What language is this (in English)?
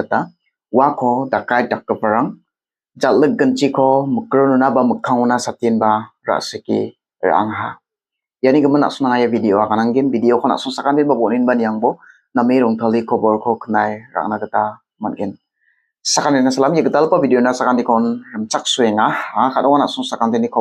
Garo